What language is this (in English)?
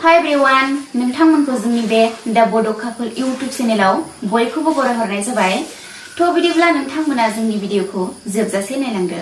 Bodo